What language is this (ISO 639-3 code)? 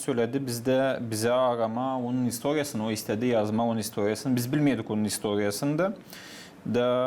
gag